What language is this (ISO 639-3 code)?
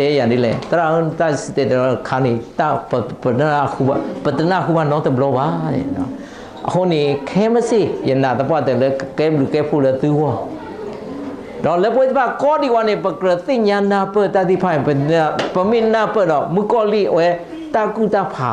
ksw